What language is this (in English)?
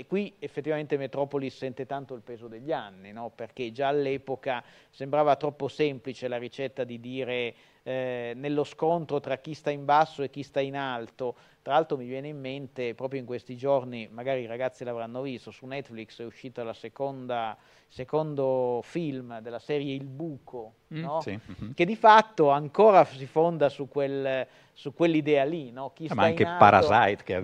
Italian